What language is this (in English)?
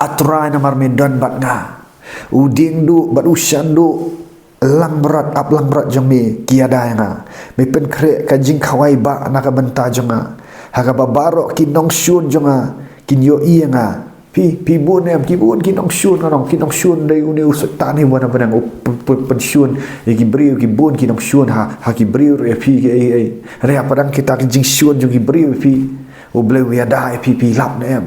Khasi